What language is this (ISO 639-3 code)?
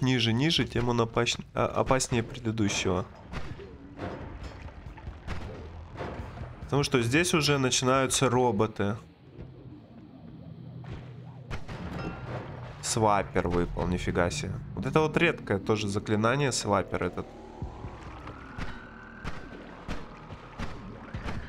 rus